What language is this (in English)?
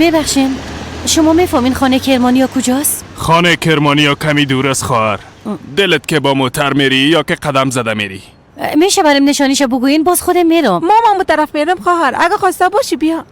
Persian